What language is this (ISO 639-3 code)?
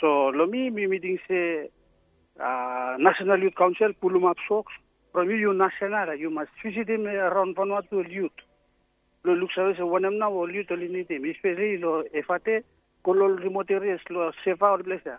bis